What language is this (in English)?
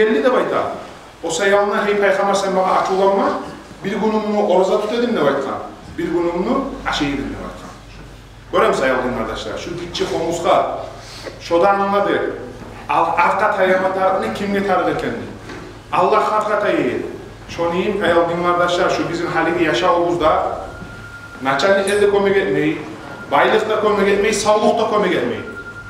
Kumyk